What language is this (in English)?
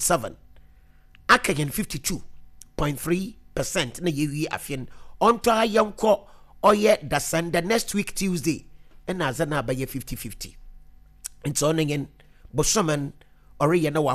Akan